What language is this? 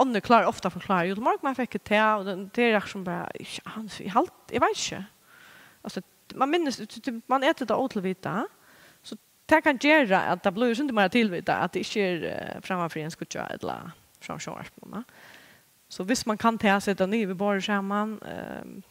Faroese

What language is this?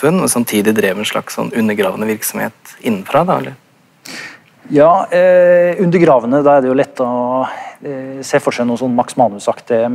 Norwegian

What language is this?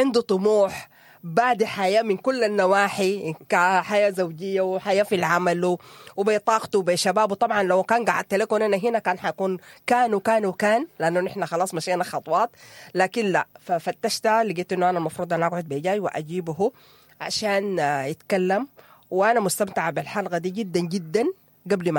Sudanese Arabic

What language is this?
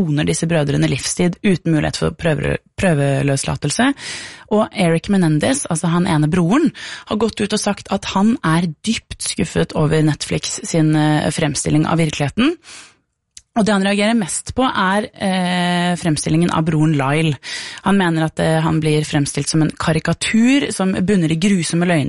Norwegian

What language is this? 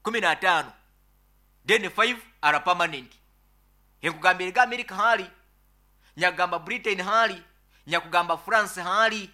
Nyankole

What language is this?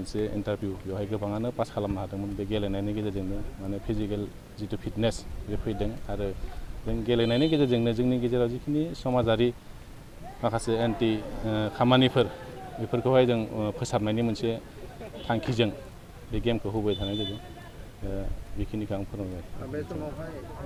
Bodo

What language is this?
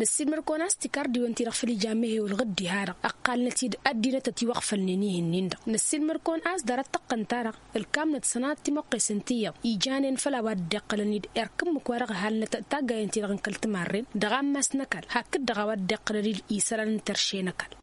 Tamasheq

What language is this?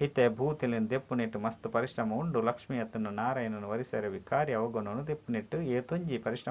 Tulu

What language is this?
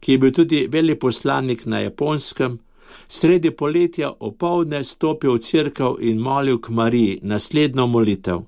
Slovenian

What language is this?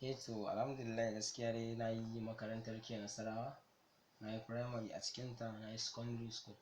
Hausa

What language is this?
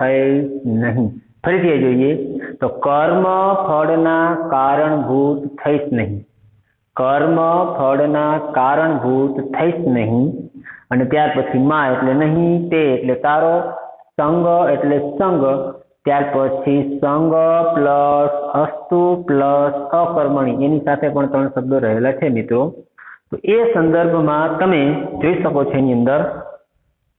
Gujarati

